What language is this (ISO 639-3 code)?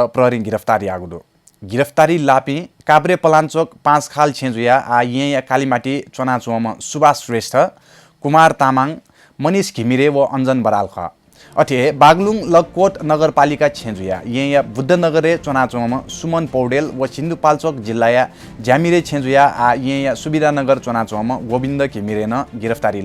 new